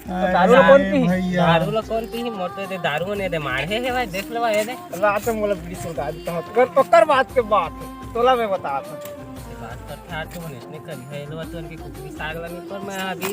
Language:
Chhattisgarhi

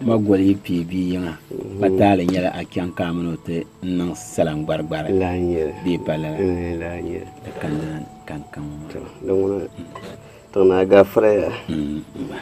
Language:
Dagbani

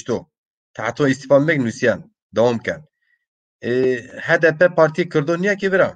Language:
Zaza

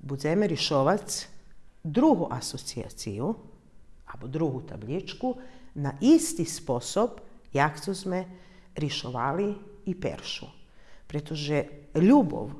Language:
Rusyn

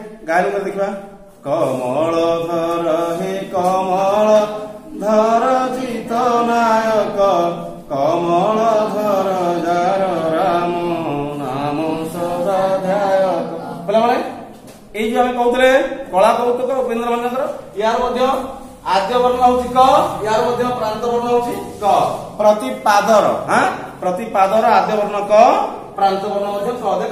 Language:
Odia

